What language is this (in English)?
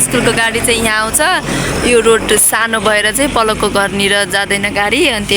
Nepali